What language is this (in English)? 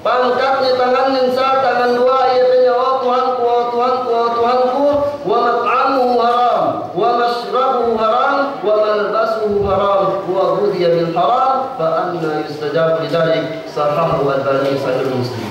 Yakan